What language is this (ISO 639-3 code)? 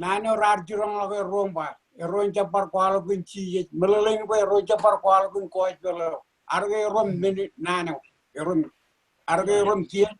mah